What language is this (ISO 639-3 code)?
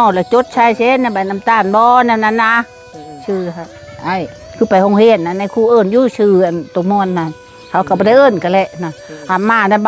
tts